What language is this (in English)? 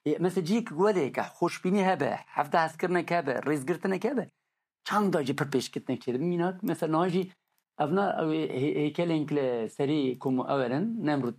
Kurdish